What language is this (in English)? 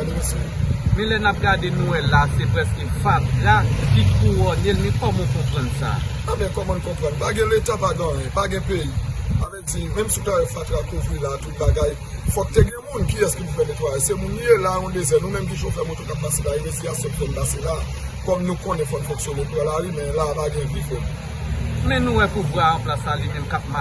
Haitian Creole